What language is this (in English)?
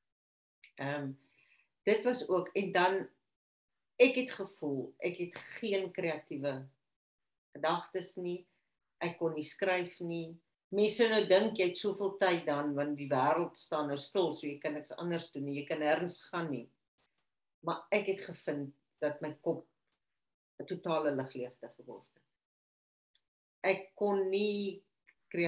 Afrikaans